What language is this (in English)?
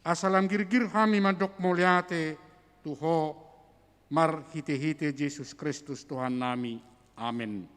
Batak Toba